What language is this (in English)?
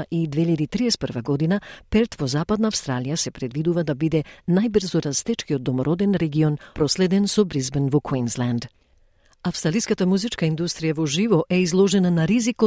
Macedonian